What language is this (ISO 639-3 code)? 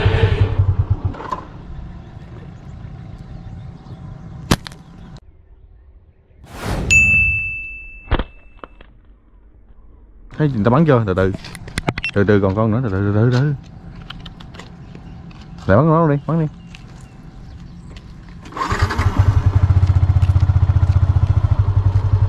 vie